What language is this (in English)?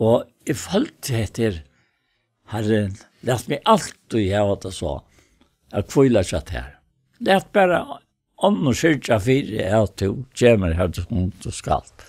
Faroese